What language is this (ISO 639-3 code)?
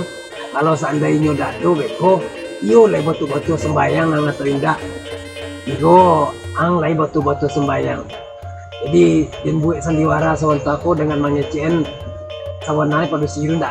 min